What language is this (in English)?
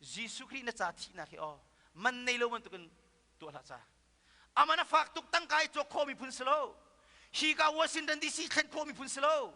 Hakha Chin